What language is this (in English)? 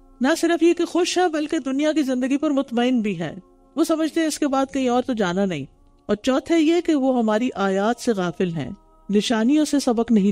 Urdu